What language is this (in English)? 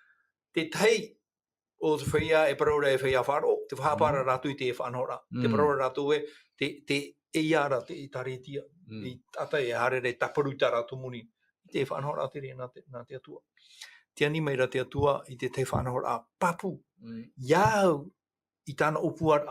Tahitian